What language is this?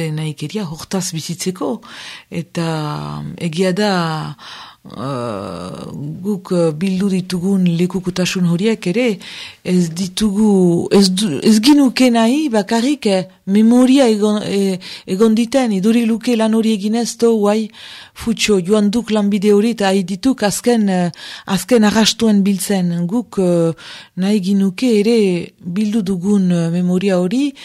Basque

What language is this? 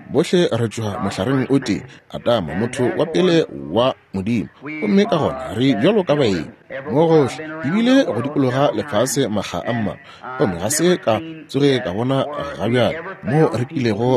Northern Sotho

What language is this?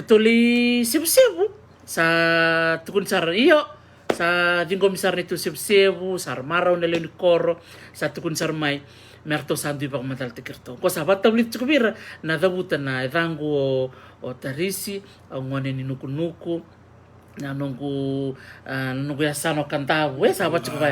Fijian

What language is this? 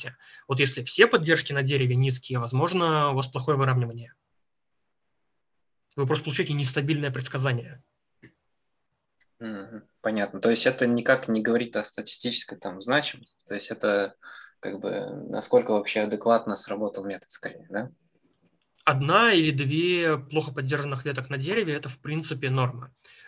Russian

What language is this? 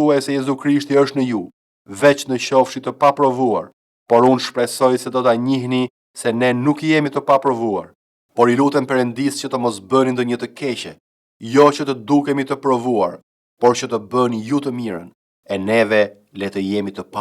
Albanian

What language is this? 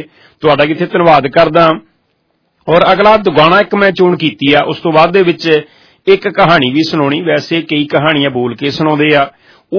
Punjabi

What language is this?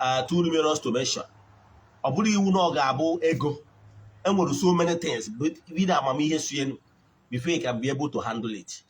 Igbo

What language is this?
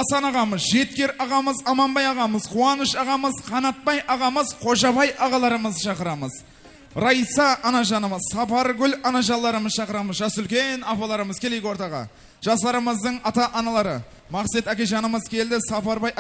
Kara-Kalpak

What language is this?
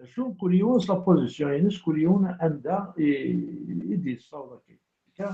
Kabyle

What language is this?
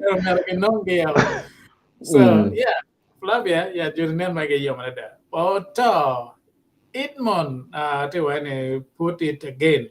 Acoli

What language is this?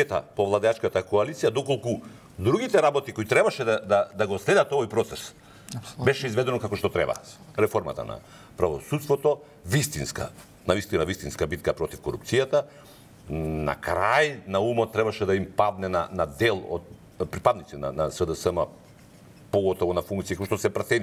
Macedonian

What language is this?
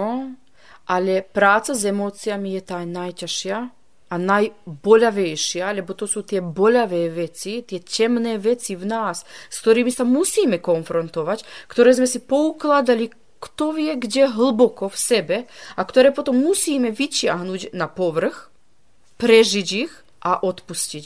Slovak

